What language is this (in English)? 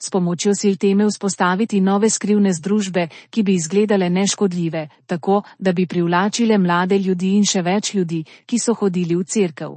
Slovenian